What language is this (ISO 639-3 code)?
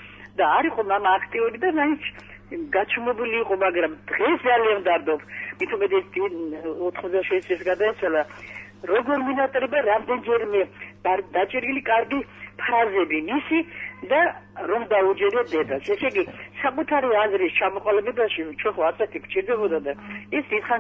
kat